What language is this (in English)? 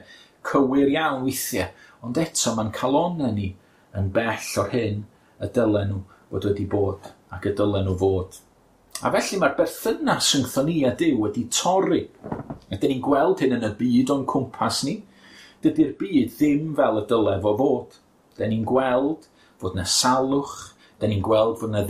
Welsh